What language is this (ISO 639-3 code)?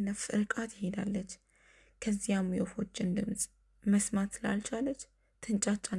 amh